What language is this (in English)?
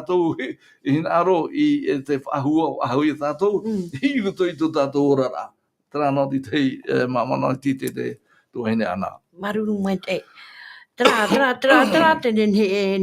Tahitian